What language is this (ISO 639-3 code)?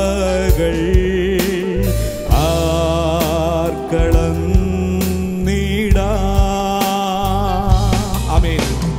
mal